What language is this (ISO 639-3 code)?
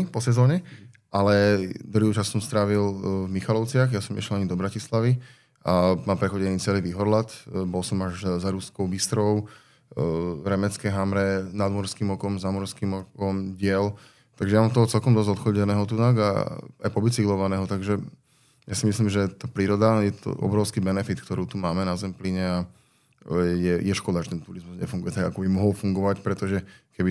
slk